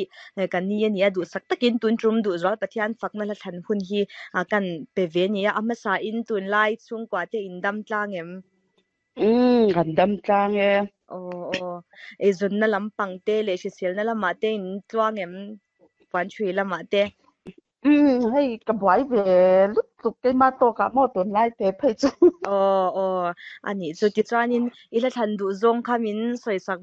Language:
Mizo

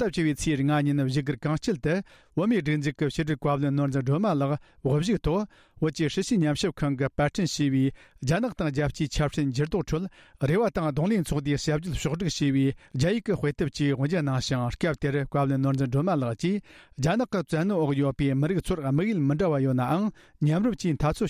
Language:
Tibetan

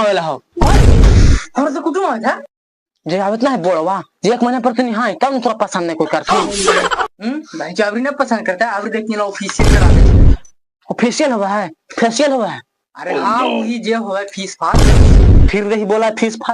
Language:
Magahi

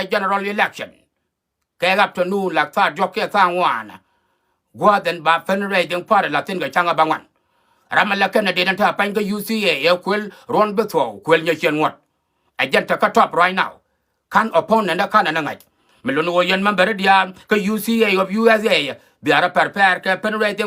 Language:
Nuer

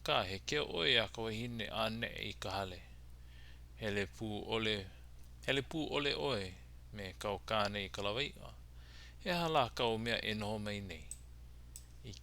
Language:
Hawaiian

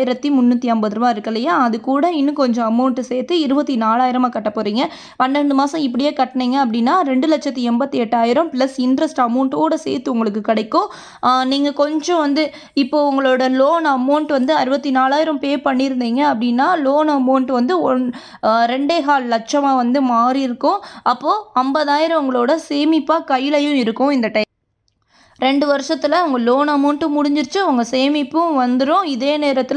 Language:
Tamil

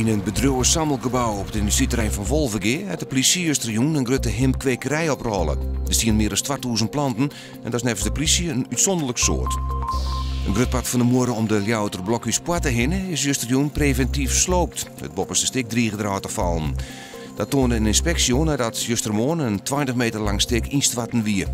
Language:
Western Frisian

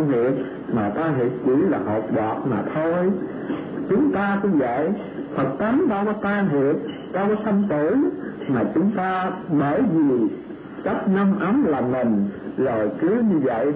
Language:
Vietnamese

